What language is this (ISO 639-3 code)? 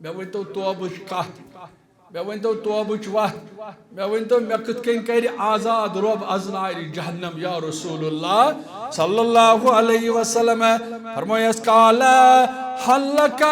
kas